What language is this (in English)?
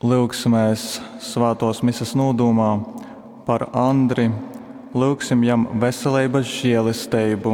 Latgalian